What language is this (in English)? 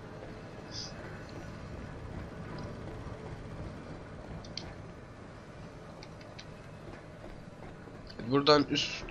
Turkish